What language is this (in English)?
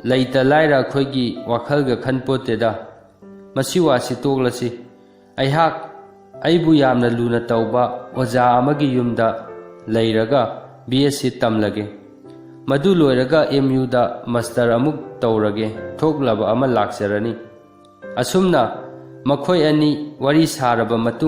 Manipuri